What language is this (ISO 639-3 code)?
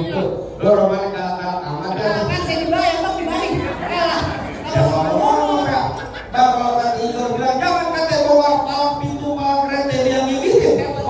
bew